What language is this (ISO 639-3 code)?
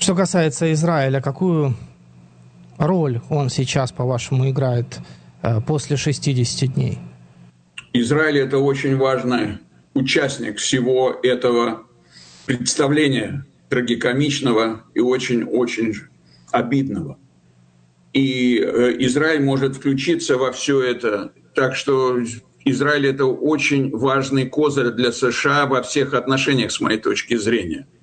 rus